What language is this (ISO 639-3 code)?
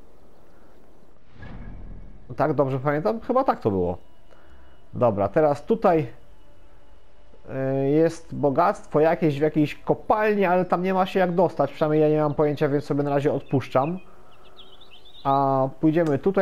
pol